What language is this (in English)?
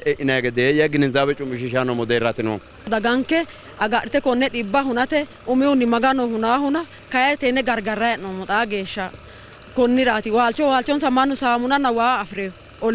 Sidamo